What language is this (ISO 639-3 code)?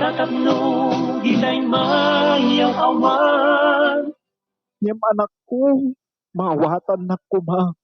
ilo